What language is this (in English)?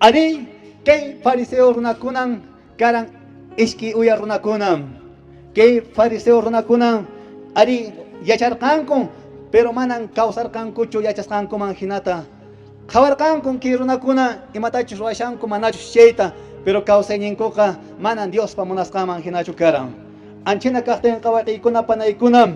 Quechua